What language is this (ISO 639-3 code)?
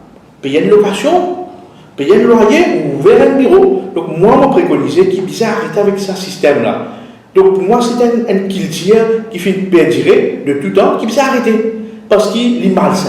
mfe